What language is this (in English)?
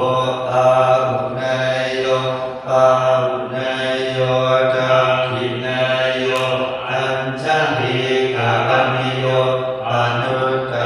Pali